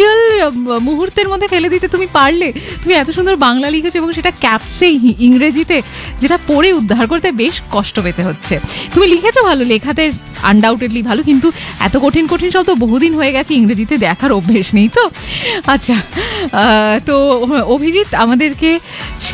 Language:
Bangla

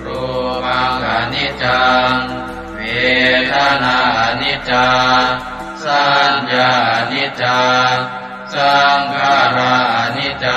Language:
Pali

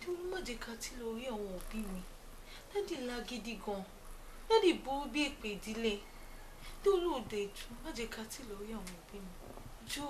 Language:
Yoruba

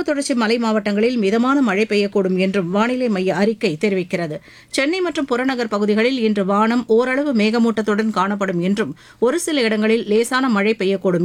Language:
Tamil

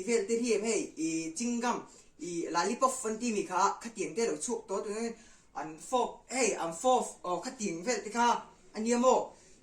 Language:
Mizo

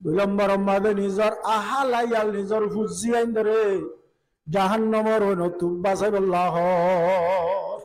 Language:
Rohingya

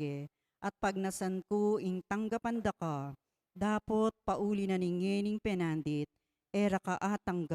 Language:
Pampanga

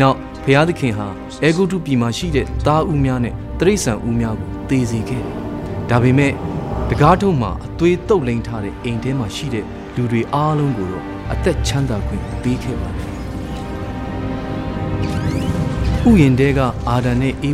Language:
Burmese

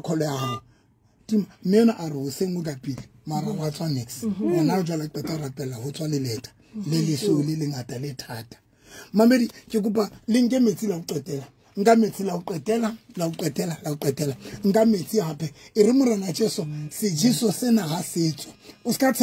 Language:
Southern Sotho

